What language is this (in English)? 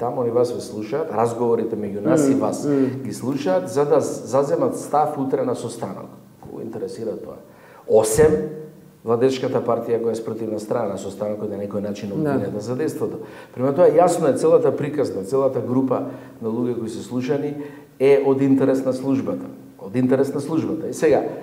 Macedonian